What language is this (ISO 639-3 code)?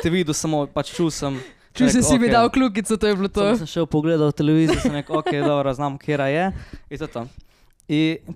slv